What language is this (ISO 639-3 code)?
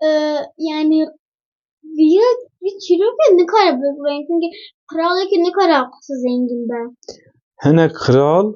kur